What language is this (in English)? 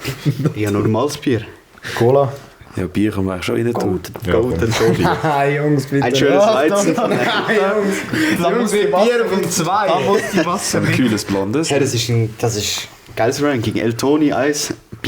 Swiss German